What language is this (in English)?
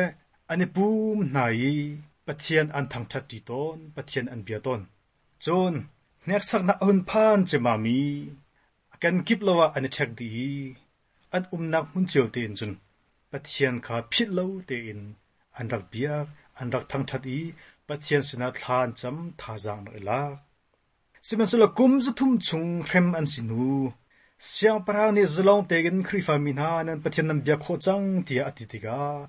Hakha Chin